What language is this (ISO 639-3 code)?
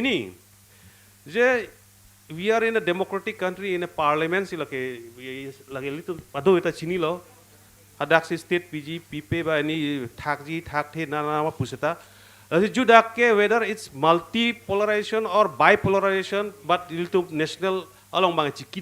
mjw